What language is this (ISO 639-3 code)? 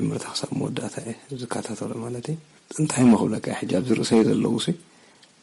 tir